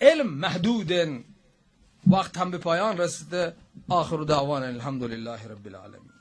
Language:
Baluchi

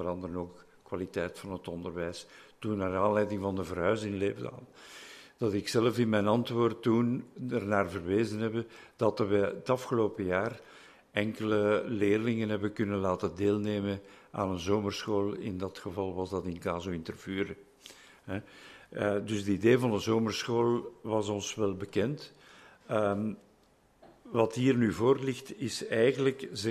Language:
Dutch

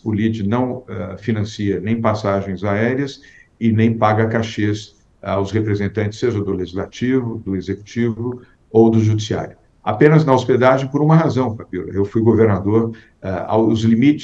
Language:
Portuguese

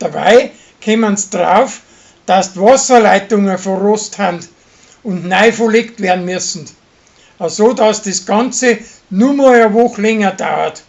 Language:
Bavarian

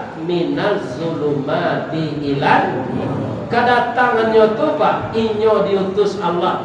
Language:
Minangkabau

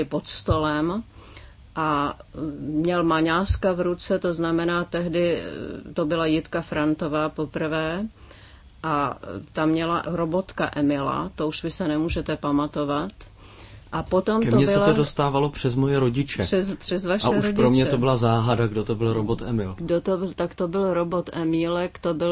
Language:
Czech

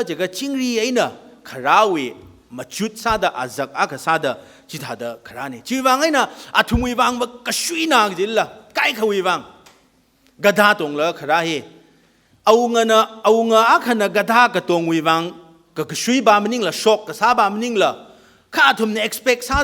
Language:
Tangkhul Naga (India)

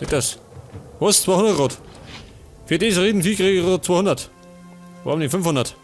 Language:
Bavarian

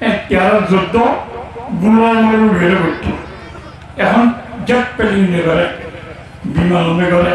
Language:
Rohingya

